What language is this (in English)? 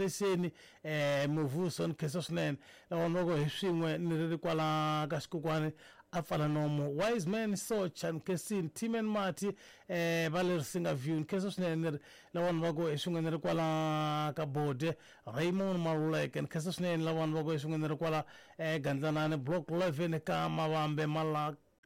Tsonga